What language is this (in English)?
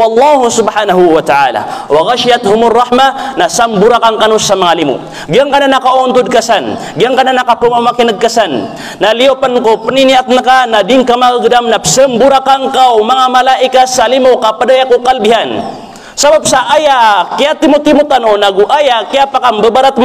Maranao